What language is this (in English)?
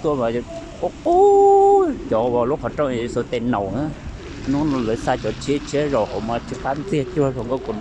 Hmong